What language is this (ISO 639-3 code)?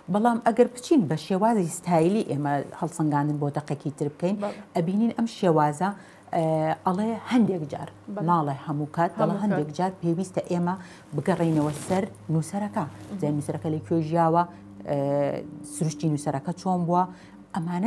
ckb